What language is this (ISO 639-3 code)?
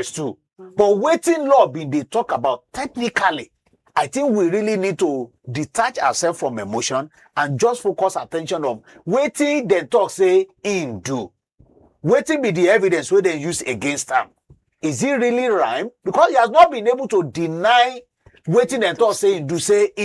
pcm